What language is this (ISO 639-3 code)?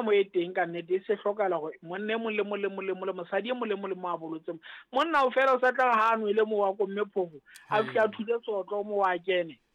sot